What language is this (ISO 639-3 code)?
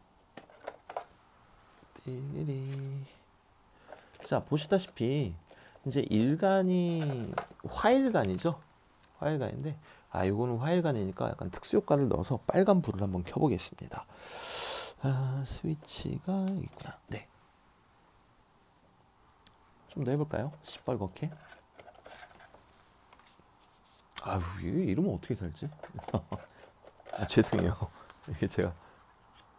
kor